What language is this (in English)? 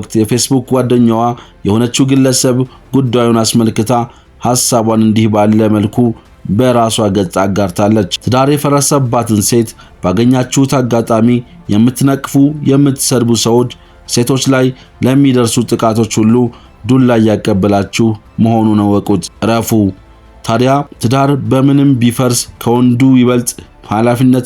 Amharic